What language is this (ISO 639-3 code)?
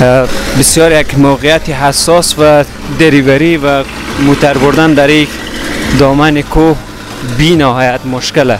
fas